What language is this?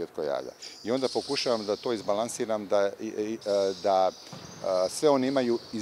Bosnian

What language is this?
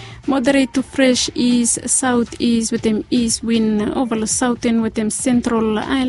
Bislama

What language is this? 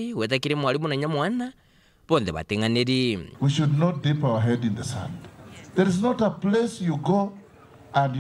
Meru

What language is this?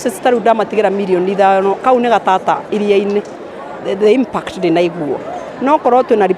Kikuyu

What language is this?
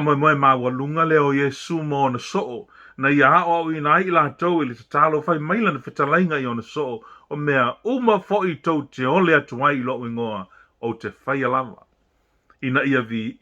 Samoan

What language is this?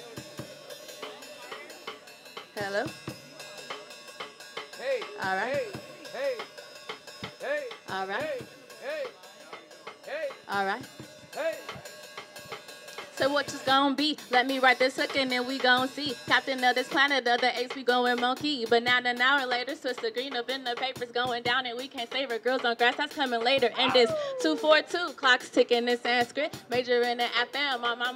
English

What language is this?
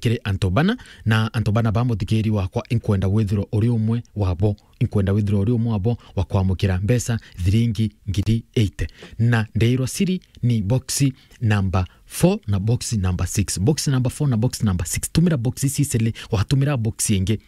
Meru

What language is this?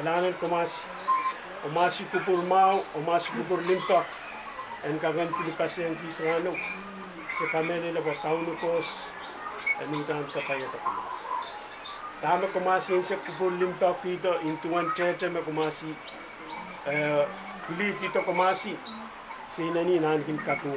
Pohnpeian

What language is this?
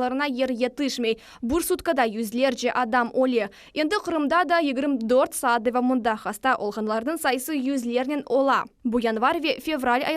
Crimean Tatar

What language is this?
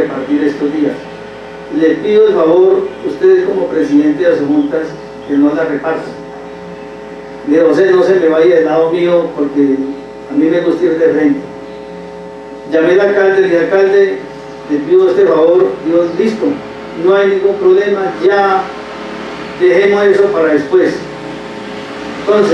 Spanish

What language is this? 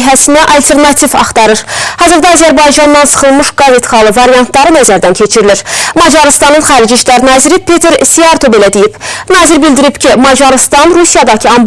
Azerbaijani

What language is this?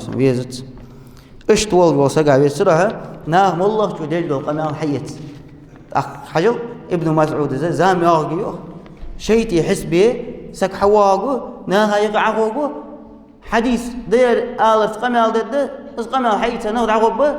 Ingush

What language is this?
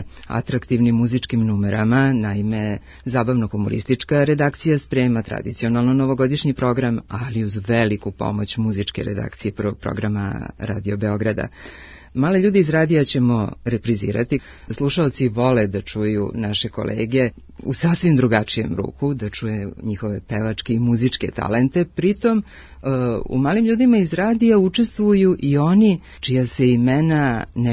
Serbian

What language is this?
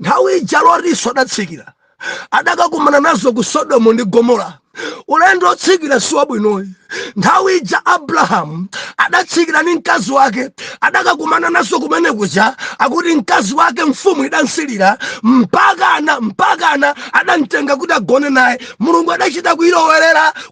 Nyanja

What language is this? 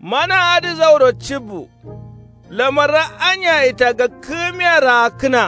Kanuri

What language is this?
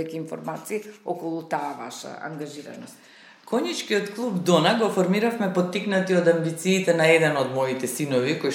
Macedonian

